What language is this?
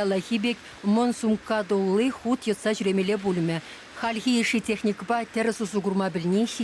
Chuvash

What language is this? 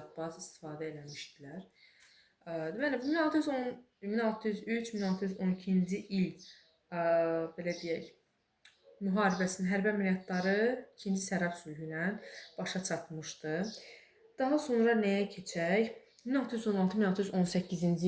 Azerbaijani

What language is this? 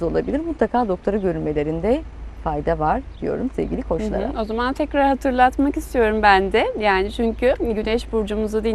Turkish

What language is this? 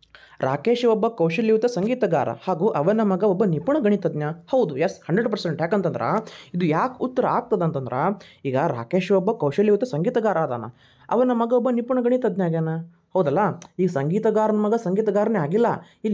Kannada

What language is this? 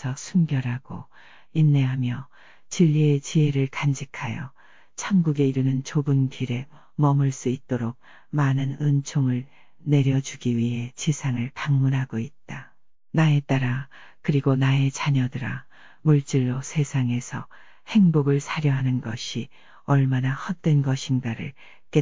Korean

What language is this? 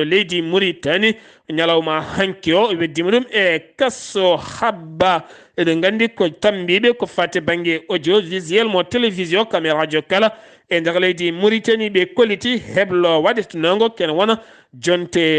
Fula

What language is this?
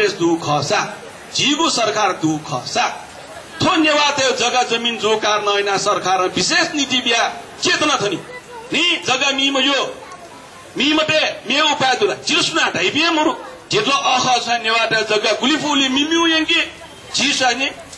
Newari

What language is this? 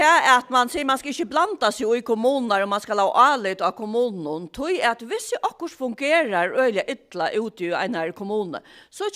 Faroese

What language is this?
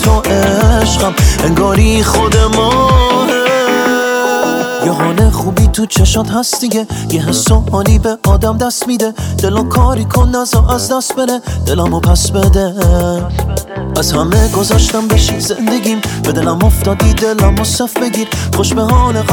Persian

